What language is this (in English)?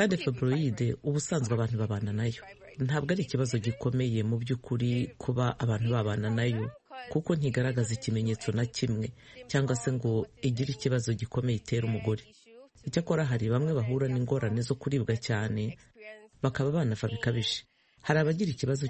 Kinyarwanda